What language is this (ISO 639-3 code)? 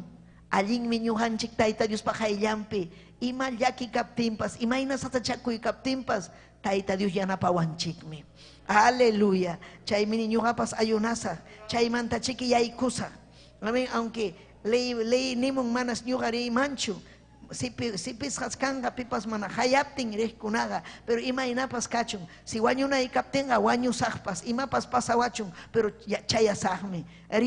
quy